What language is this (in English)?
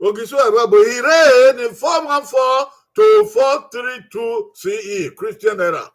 Bini